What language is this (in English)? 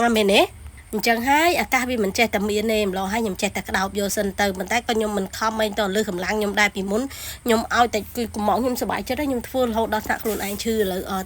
Khmer